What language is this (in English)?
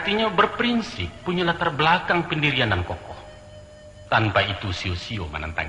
Minangkabau